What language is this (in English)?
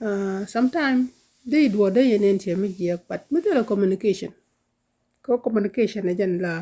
Nuer